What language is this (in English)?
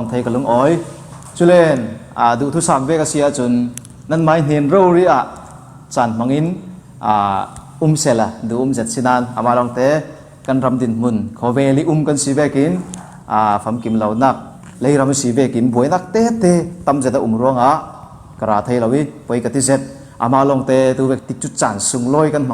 Falam Chin